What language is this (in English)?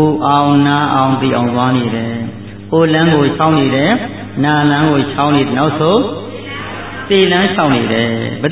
Burmese